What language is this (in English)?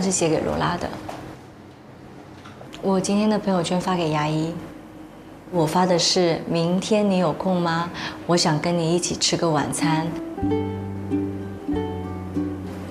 Chinese